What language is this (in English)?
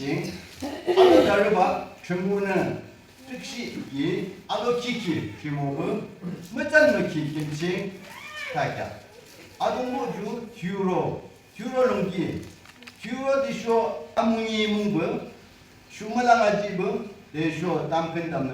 Yimchungru Naga